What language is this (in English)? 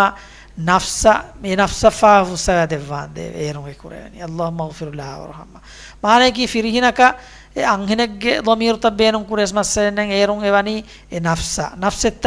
Divehi